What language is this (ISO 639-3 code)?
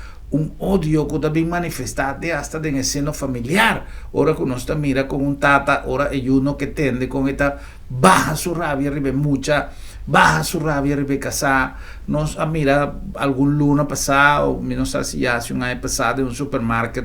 pap